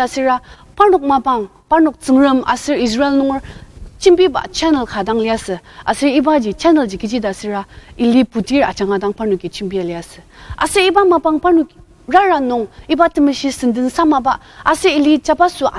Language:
Ao Naga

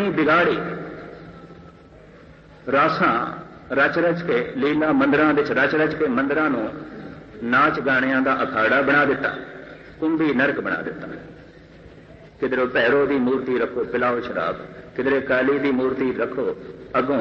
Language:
Punjabi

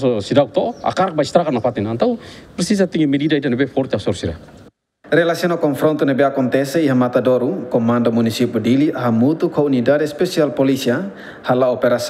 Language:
Tetum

